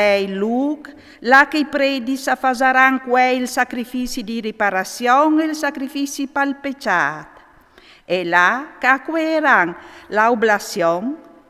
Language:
Friulian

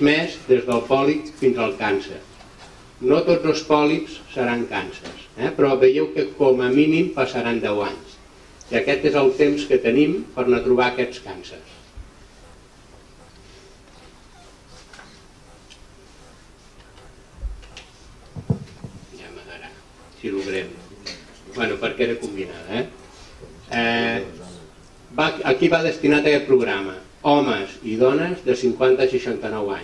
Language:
Catalan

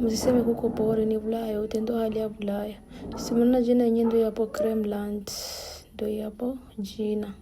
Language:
Swahili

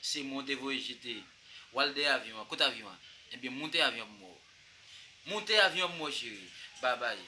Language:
Haitian Creole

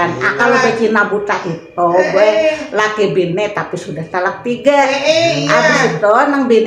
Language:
Banjar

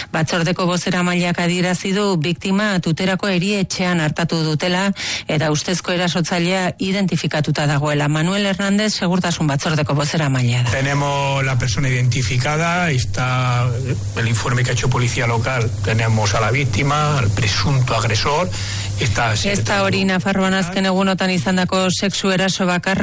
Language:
Basque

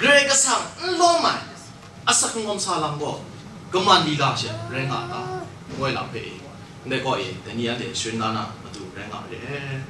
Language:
Kachin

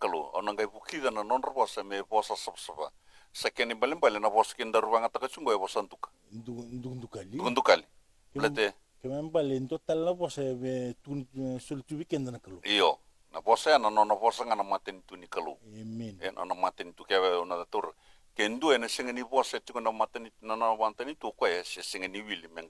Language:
Fijian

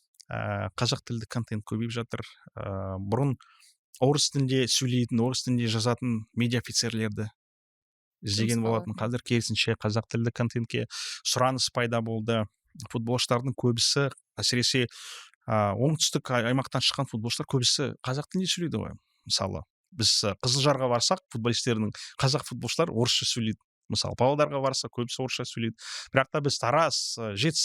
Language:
Kazakh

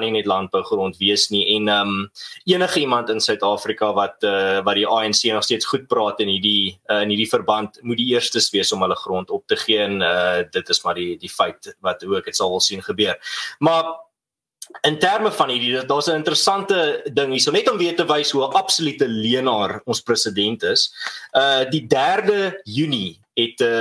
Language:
Afrikaans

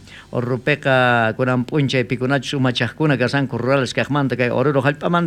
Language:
South Bolivian Quechua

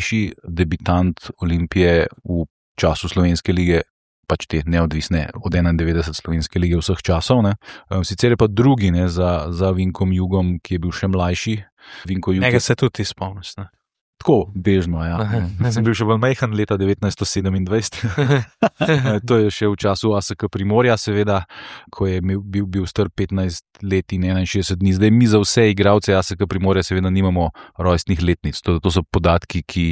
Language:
Slovenian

